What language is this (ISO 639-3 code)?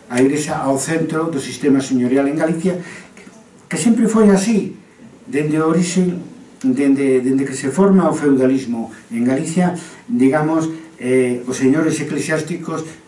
glg